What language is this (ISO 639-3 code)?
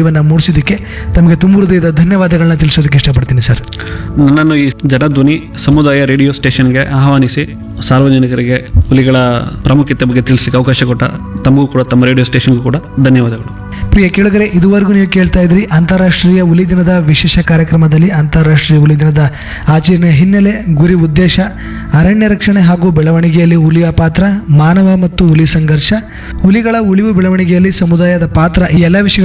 kan